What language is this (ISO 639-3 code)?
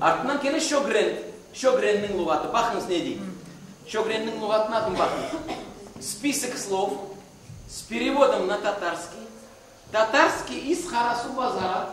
crh